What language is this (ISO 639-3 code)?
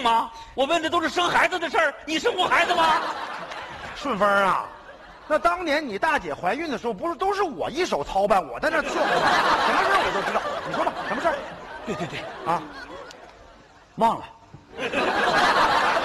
zho